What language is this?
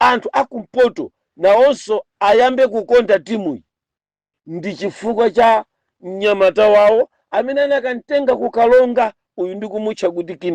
Nyanja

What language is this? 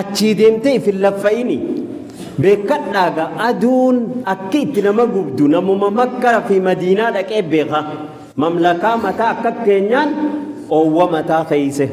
Oromo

